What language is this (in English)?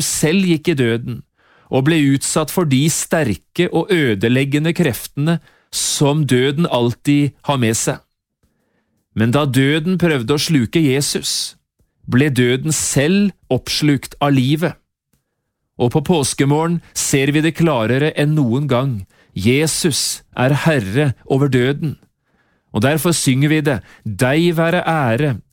Norwegian